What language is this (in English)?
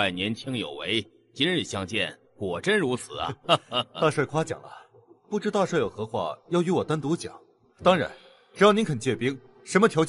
Chinese